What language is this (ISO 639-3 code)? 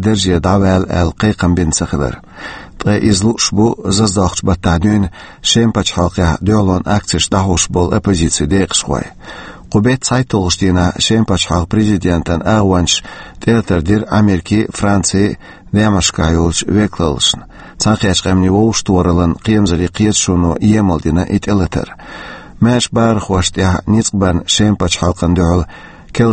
che